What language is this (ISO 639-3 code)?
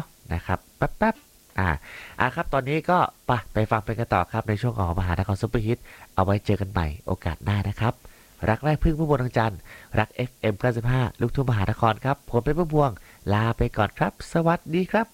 tha